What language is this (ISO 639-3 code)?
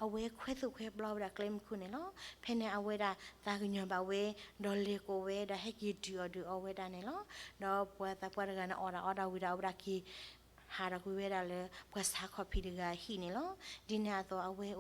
ksw